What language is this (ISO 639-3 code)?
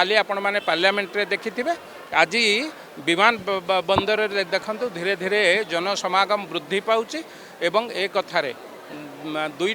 ori